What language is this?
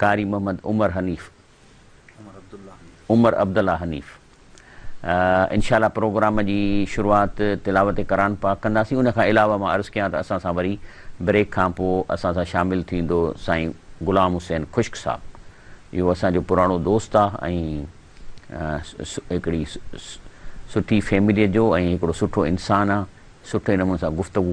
Sindhi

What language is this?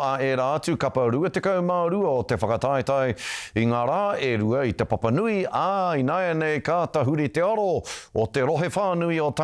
Māori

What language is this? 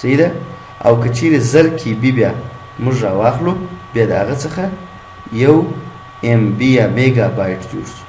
Pashto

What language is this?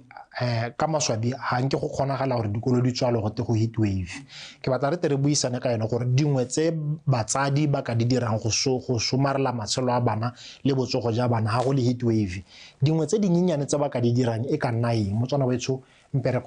Tswana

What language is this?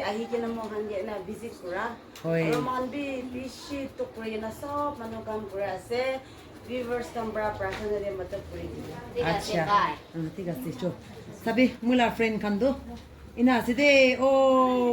Naga Pidgin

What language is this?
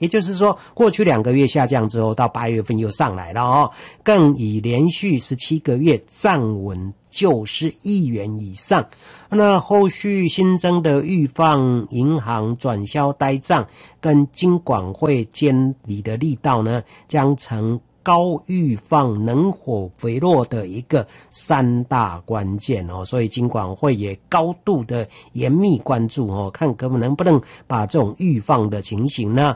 Chinese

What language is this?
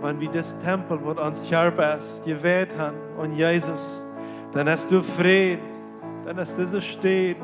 Plautdietsch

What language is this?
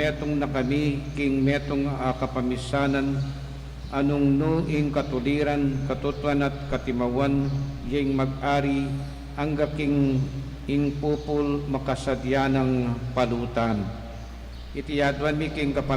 Pampanga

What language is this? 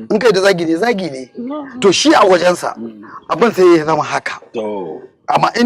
Hausa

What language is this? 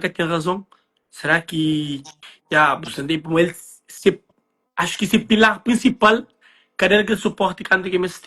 Kabuverdianu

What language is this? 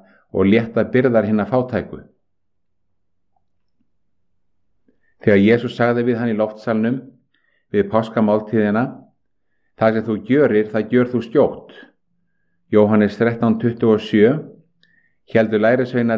Icelandic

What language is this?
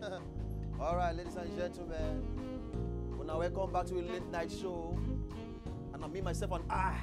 Nigerian Pidgin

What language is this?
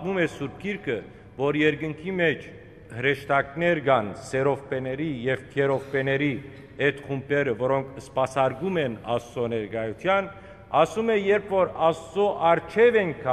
Western Armenian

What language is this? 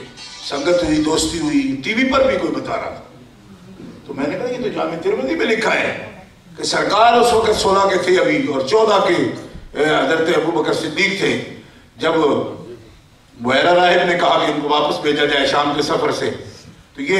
Urdu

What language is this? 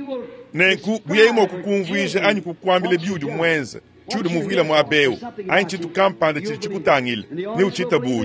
Luba-Lulua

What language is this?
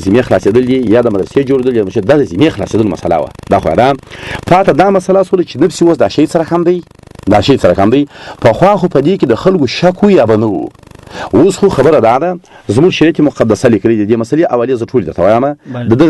Pashto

